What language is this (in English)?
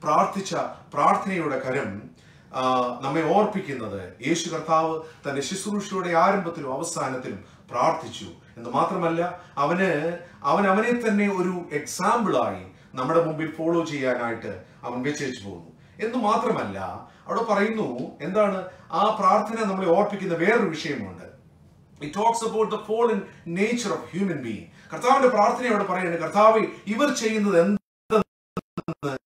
Malayalam